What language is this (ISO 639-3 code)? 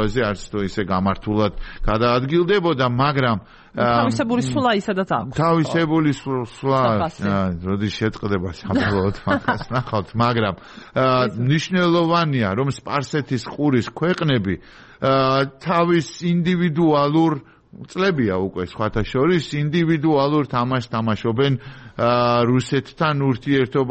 kat